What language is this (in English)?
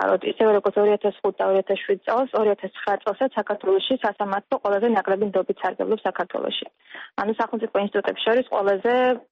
Georgian